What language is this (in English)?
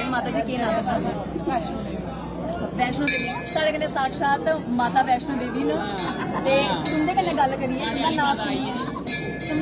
Dogri